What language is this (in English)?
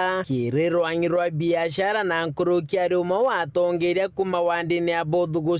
Meru